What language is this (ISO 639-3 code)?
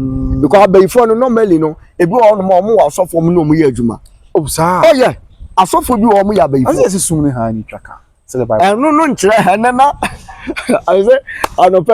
aka